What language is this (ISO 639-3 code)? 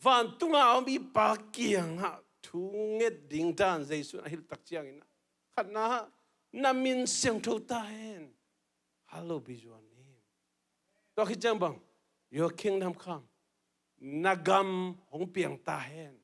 ctd